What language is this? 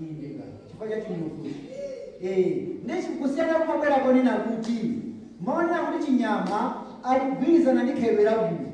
Nyanja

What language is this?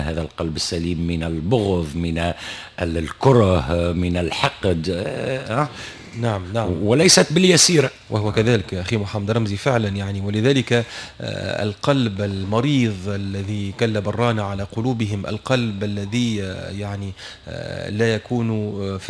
Tunisian Arabic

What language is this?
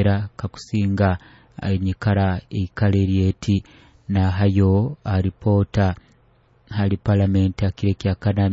Nyoro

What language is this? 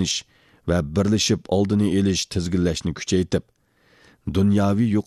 Uyghur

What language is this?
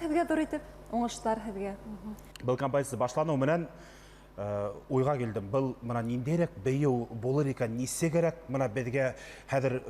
Bashkir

